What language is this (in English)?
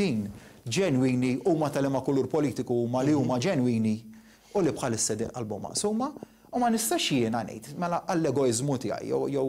Maltese